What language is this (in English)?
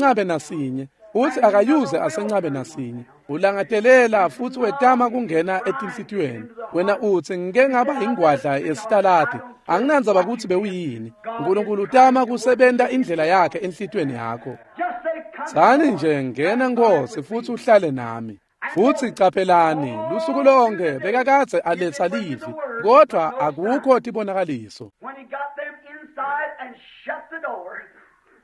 Swati